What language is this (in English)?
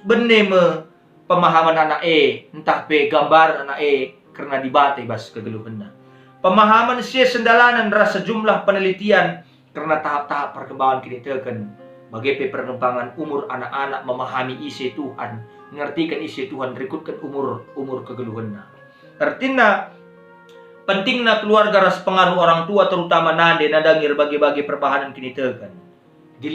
Batak Karo